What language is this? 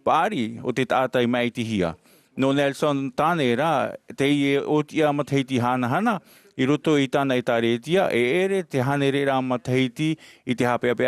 Tahitian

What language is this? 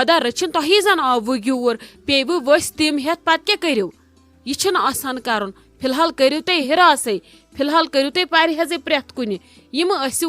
Kashmiri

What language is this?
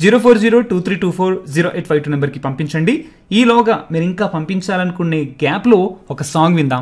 Telugu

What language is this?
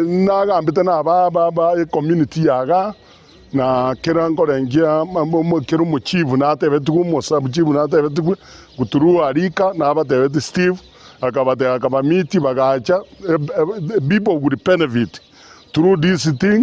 Gusii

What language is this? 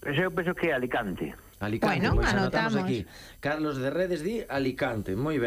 Galician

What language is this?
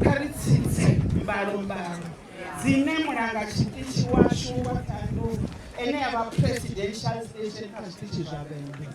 Venda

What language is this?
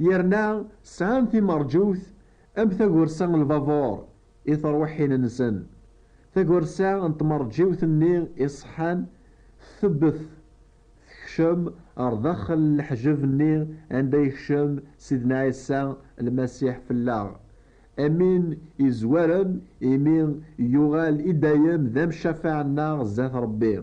Kabyle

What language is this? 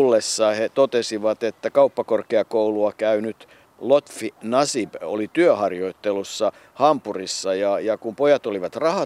Finnish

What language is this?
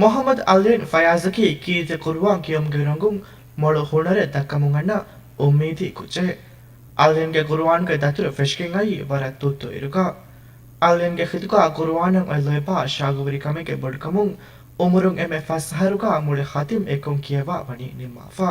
Divehi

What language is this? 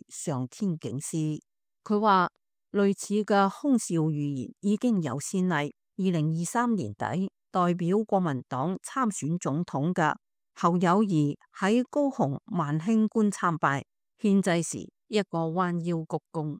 Cantonese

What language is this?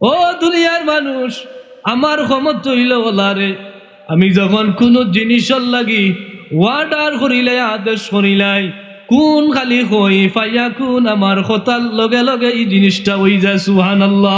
Sylheti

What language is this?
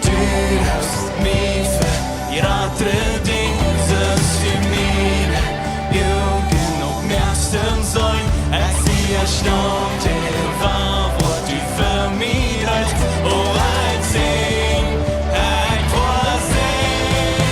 Plautdietsch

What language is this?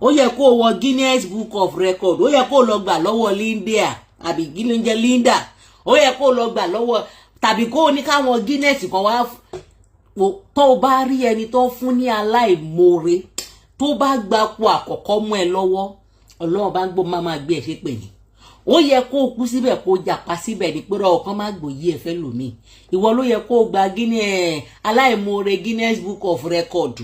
Yoruba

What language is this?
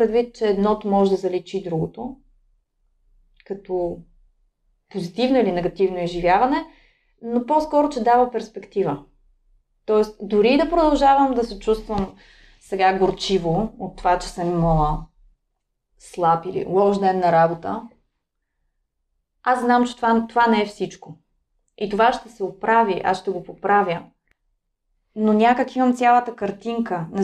Bulgarian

